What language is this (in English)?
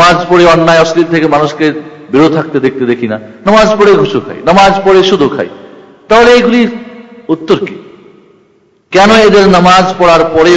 Bangla